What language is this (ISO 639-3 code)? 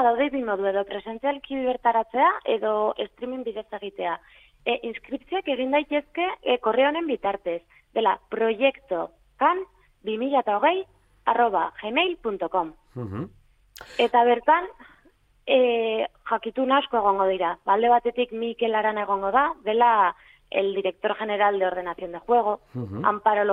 eus